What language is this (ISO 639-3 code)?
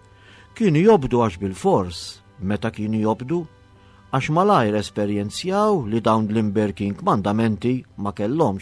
mlt